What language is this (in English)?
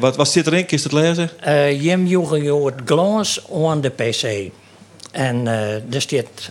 Western Frisian